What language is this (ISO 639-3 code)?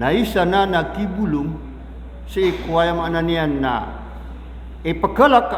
mrw